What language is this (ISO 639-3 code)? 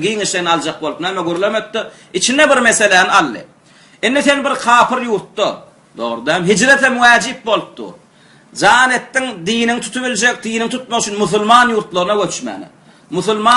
tuk